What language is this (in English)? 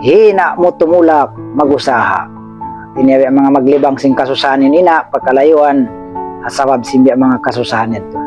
Tausug